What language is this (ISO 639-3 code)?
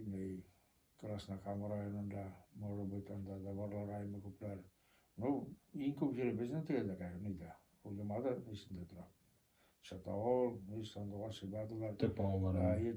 bak